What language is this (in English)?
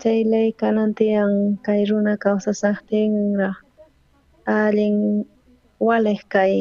South Bolivian Quechua